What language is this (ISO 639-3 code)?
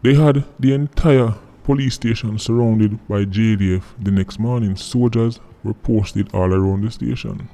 jam